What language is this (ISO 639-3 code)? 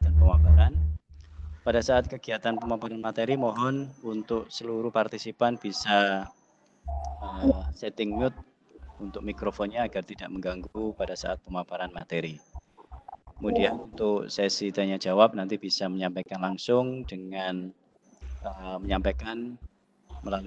ind